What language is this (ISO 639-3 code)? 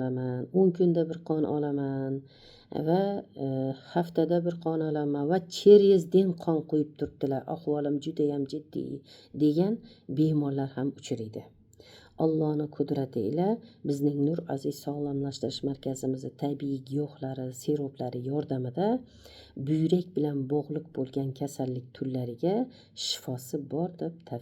uzb